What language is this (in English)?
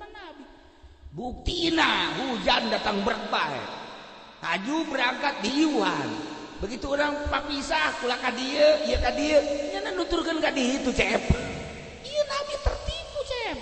Sundanese